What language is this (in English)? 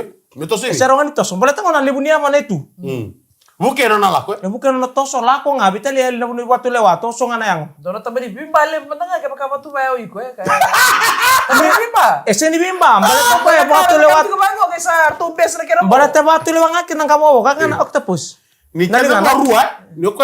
Fijian